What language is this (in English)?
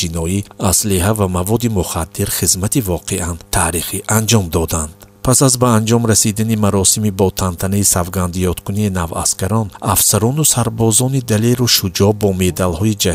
Tajik